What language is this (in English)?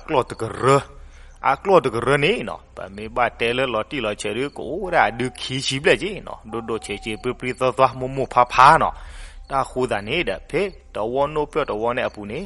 S'gaw Karen